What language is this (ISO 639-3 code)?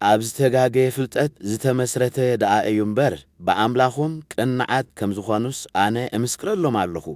tir